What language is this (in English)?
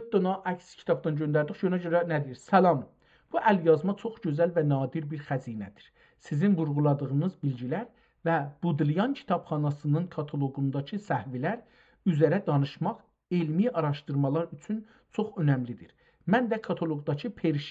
South Azerbaijani